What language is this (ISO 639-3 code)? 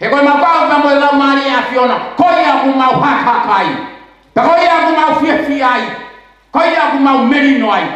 ton